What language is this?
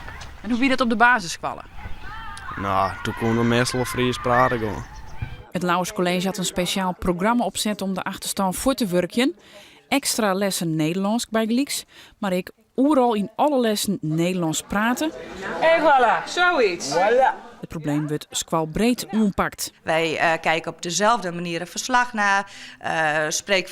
Western Frisian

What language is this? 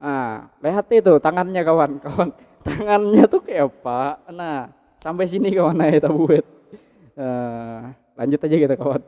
Banjar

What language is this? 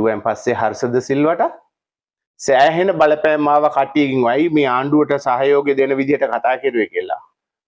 Sinhala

